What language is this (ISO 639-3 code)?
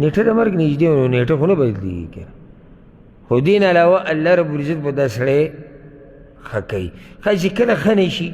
pus